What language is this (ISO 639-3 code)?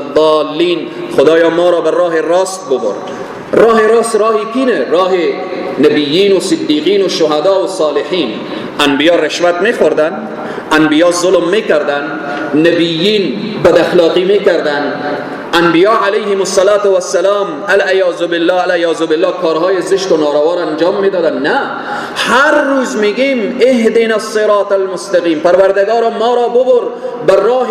fas